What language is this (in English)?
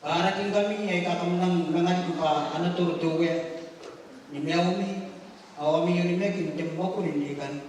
Gilbertese